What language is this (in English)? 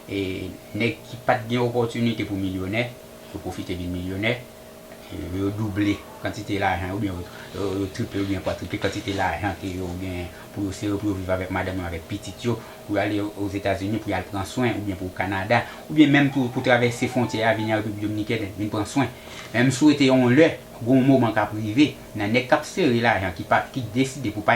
Haitian Creole